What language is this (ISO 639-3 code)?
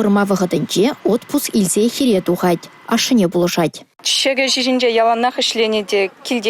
chv